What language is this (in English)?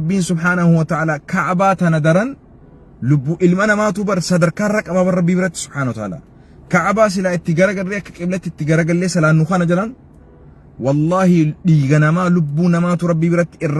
Oromo